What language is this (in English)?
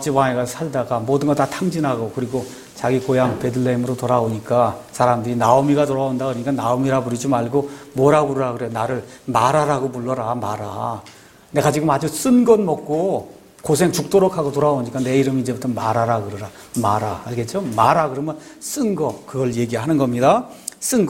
Korean